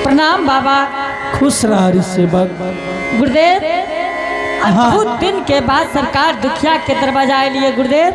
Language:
Angika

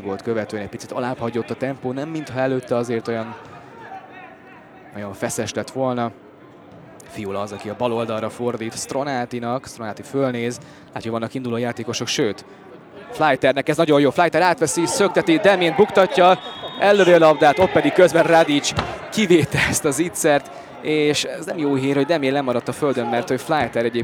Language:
Hungarian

